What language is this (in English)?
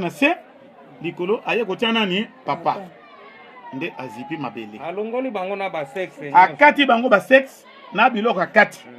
Lingala